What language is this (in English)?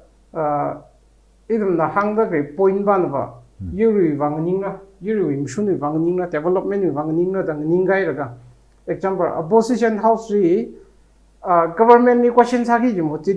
Tangkhul Naga (India)